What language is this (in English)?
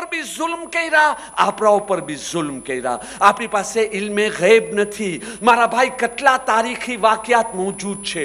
Gujarati